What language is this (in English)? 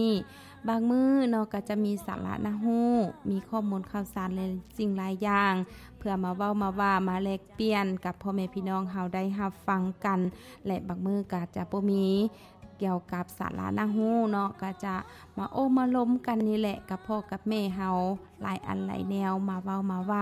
Lao